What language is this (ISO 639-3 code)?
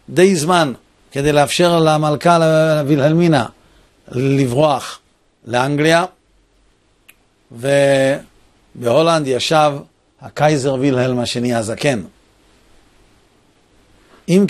heb